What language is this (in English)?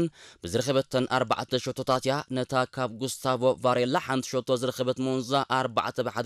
Tigrinya